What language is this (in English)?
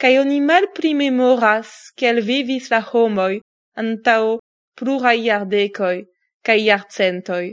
Esperanto